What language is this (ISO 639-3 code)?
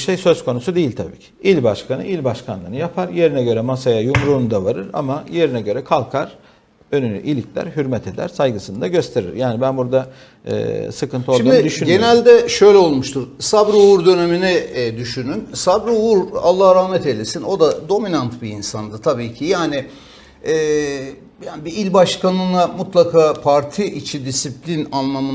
tur